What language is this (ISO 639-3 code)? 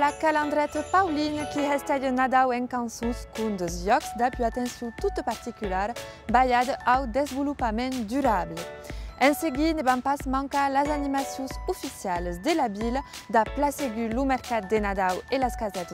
oci